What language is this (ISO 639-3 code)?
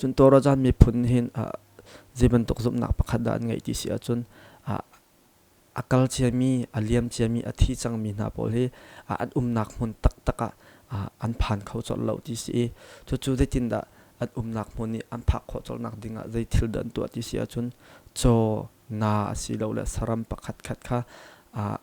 cnh